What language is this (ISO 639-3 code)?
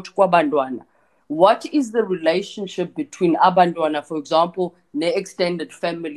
xho